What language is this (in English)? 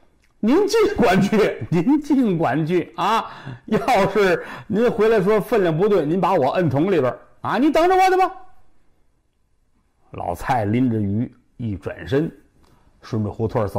Chinese